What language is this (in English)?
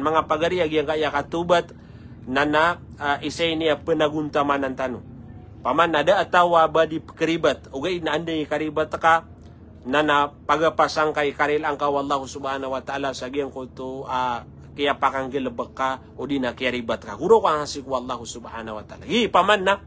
Maranao